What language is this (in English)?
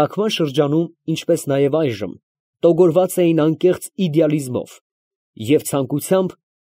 Armenian